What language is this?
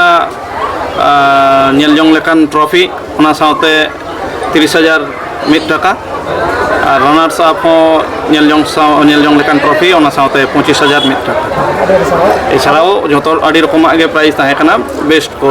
Santali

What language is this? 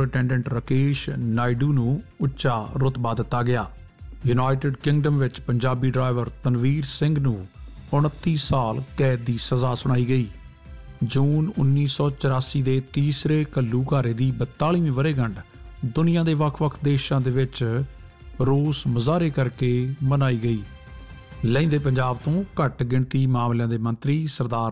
Punjabi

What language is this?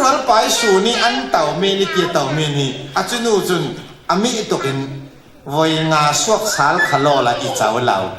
Falam Chin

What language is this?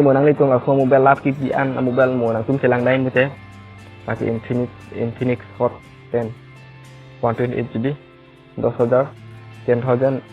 Karbi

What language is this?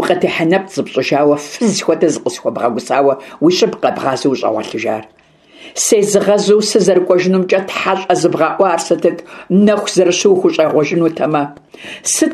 Kabardian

